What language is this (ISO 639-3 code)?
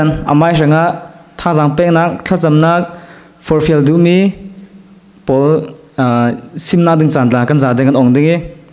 cfm